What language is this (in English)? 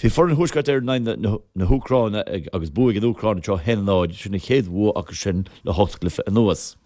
Irish